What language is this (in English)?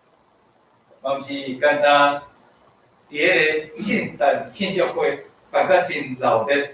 Min Nan Chinese